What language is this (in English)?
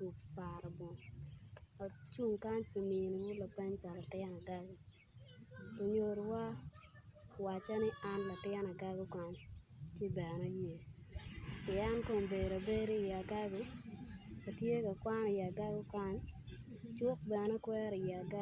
Acoli